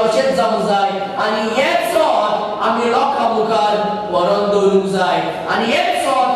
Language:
Konkani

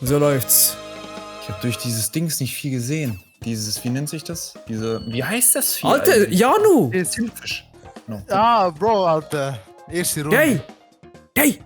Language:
Swiss German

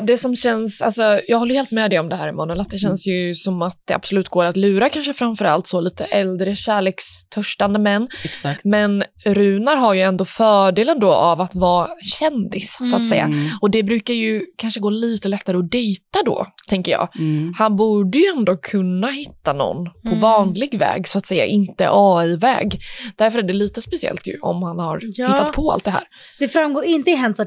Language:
Swedish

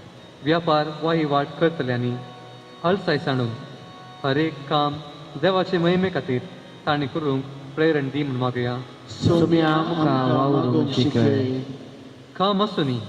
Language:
Konkani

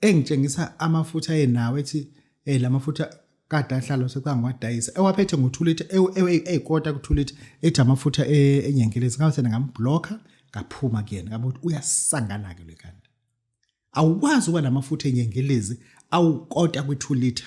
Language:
Zulu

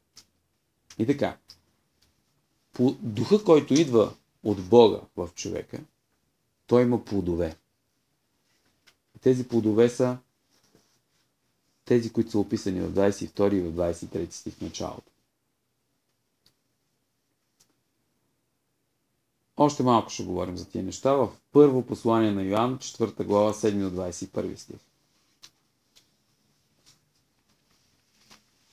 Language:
Bulgarian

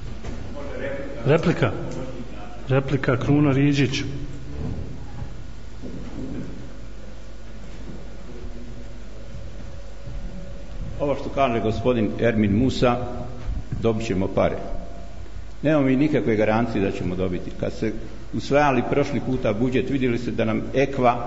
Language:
Bosnian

